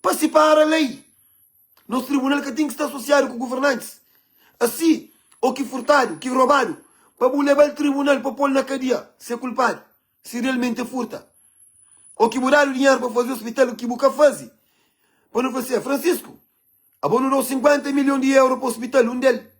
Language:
Kabuverdianu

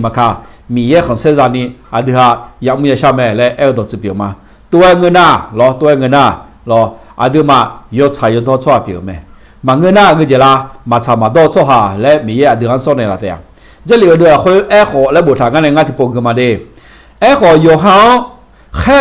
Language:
Akha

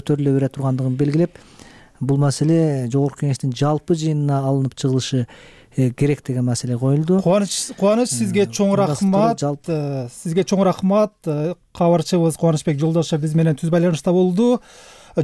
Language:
Kyrgyz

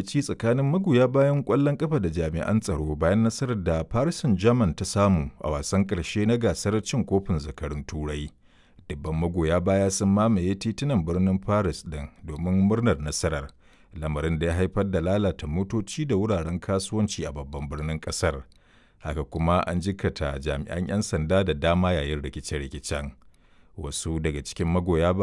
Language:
Hausa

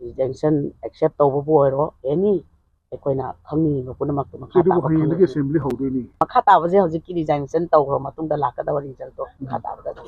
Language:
Manipuri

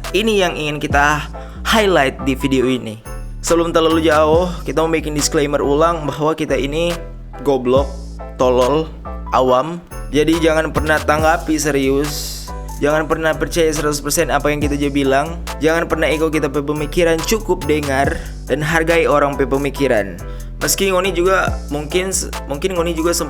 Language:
Manado Malay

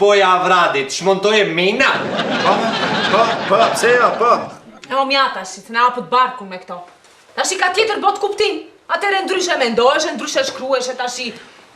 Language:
Albanian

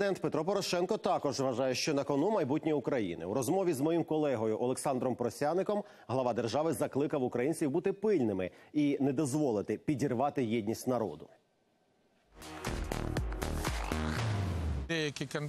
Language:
Ukrainian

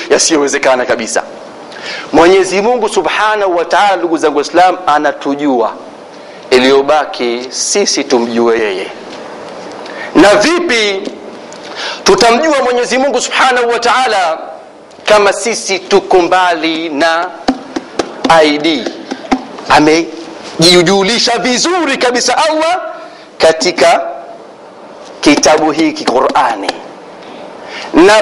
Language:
Swahili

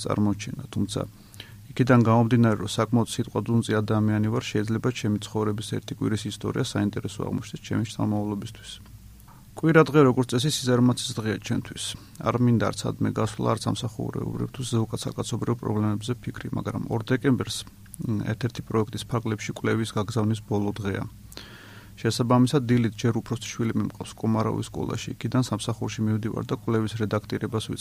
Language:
Georgian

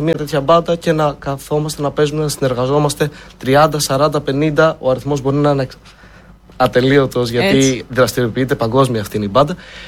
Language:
Greek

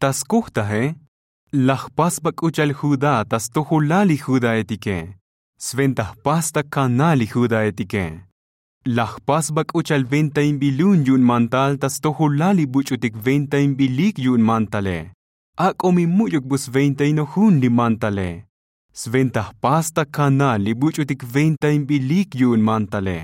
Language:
Tzotzil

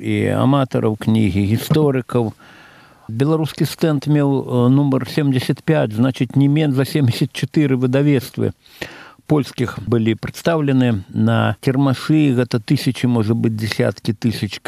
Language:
Belarusian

